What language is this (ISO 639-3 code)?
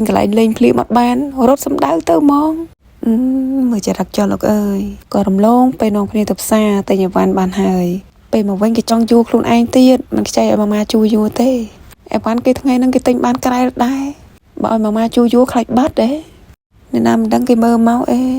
khm